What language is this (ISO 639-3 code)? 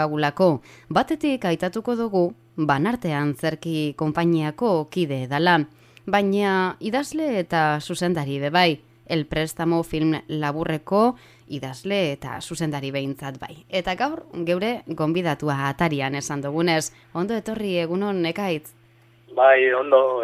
eus